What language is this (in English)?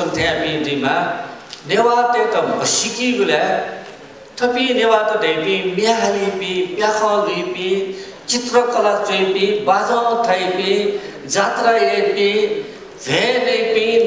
Newari